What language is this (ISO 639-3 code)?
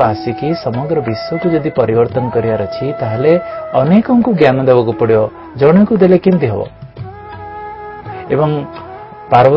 ori